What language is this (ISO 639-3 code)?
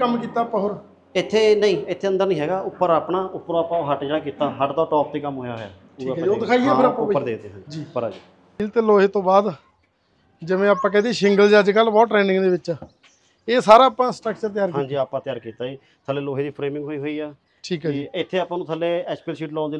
pan